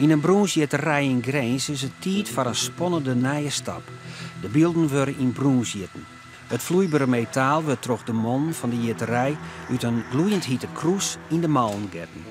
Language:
Western Frisian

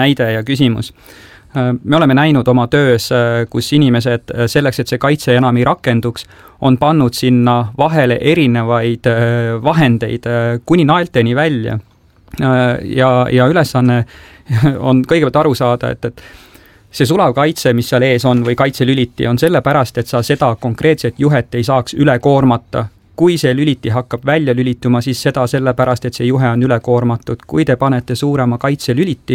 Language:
Estonian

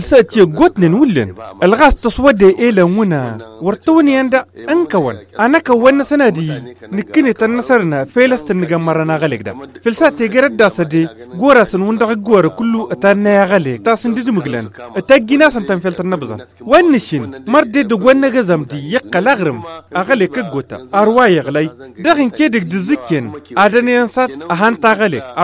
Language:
Tamasheq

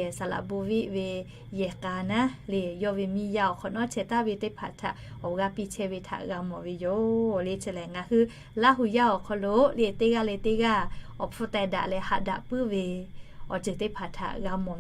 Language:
Lahu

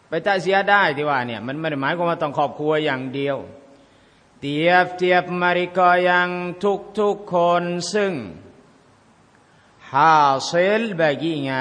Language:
Thai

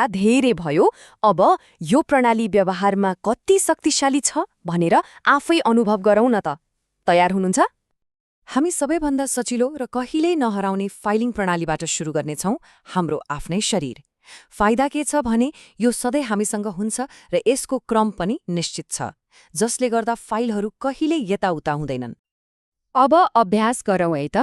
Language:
Nepali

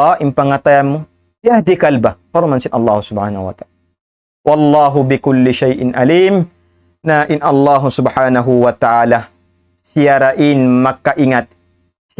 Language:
Tausug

